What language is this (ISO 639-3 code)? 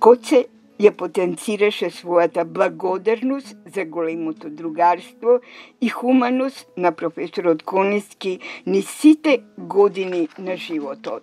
mkd